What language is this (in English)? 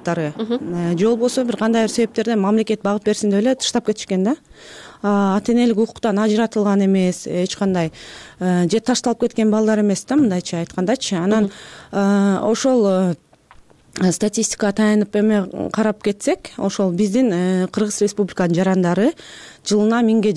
Kyrgyz